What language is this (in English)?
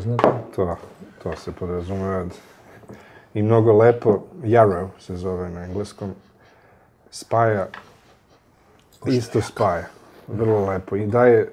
Serbian